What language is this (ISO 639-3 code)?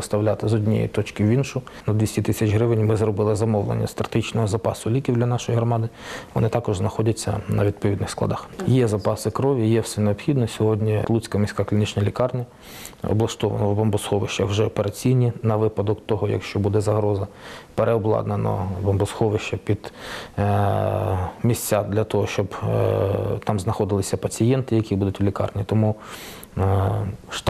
ukr